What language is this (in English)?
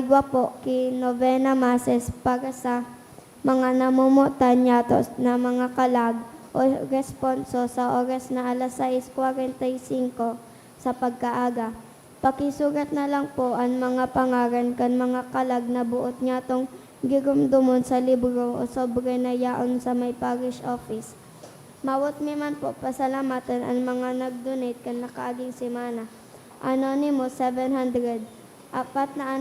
Bikol